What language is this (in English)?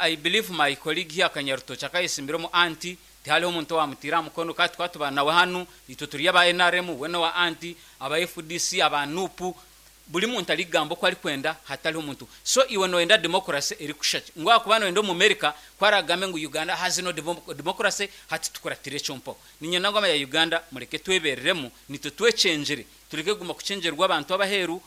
Nyankole